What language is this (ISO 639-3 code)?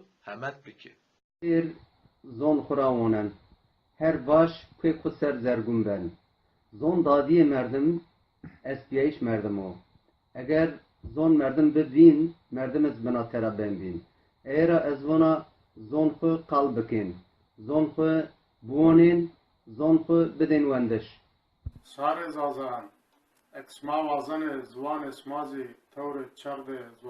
zza